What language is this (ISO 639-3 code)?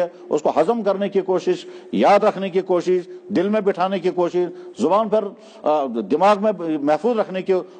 urd